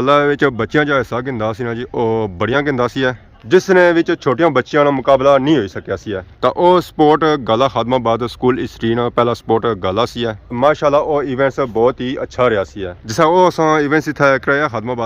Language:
Pahari-Potwari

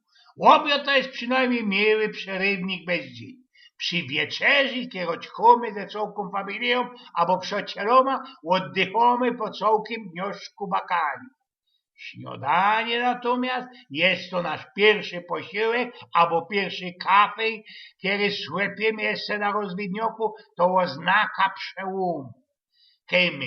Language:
Silesian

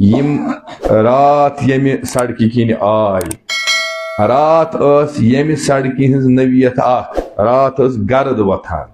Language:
Kashmiri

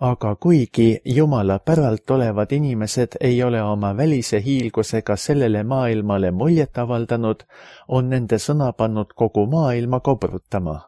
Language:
Estonian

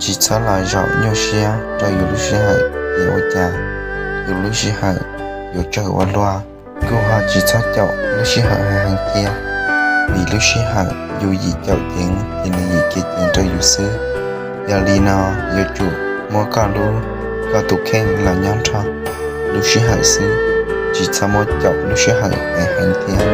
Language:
Hmong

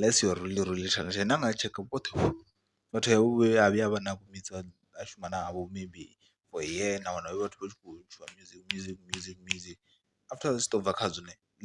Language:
Venda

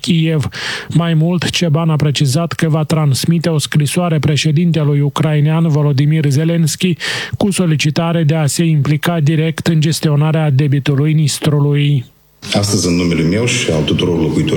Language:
Romanian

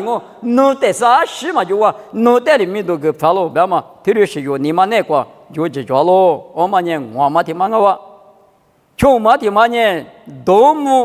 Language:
Lisu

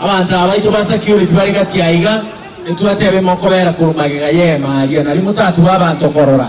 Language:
Gusii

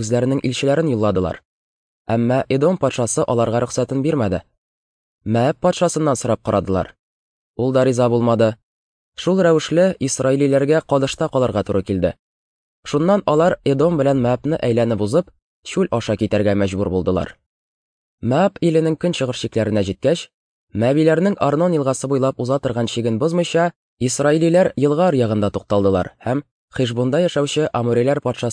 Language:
Tatar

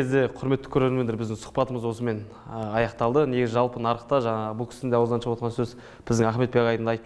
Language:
Kazakh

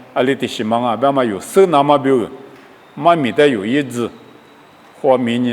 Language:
Lisu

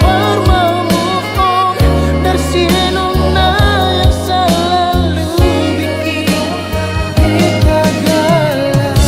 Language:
Ambonese Malay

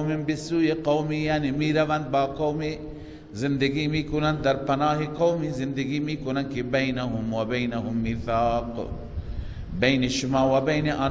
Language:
Persian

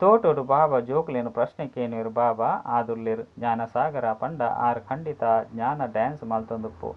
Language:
Tulu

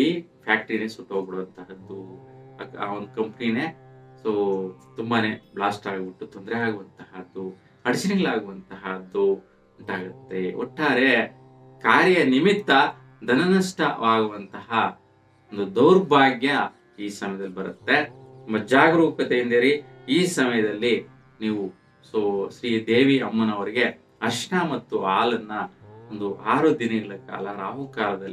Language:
Kannada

